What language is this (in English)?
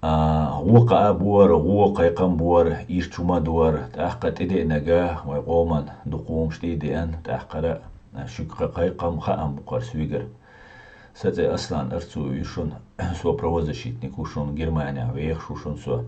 Chechen